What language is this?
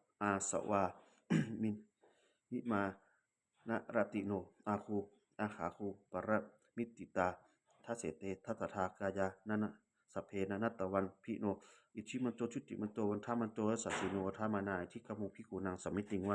Pali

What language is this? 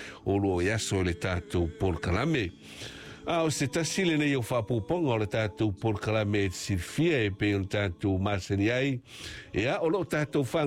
Samoan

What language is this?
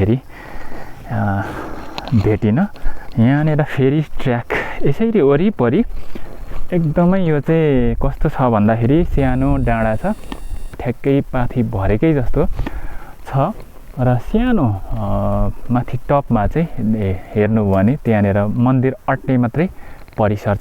Nepali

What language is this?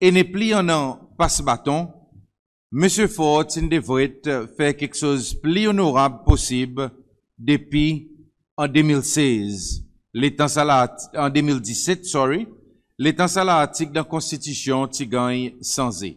Seselwa Creole French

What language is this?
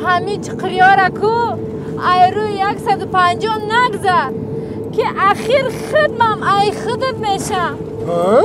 Tajik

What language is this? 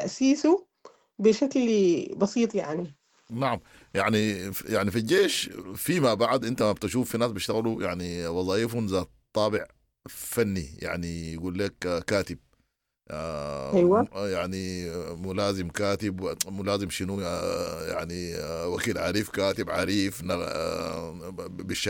Sudanese Arabic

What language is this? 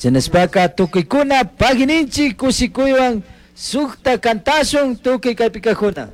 Chimborazo Highland Quichua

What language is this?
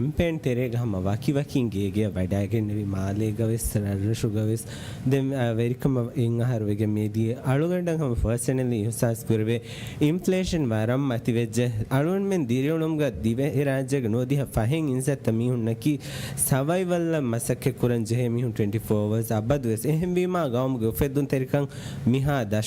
Divehi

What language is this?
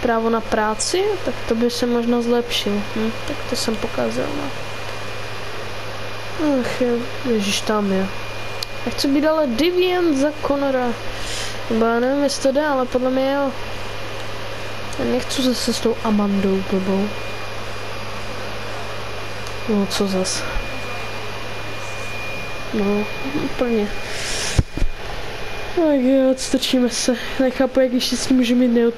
Czech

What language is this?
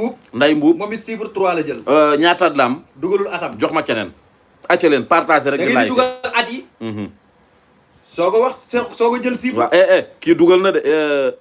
Wolof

